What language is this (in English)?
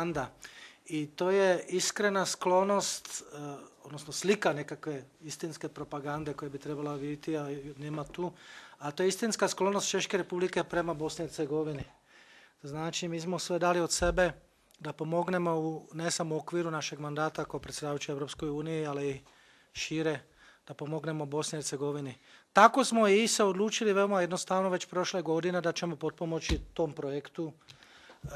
Bosnian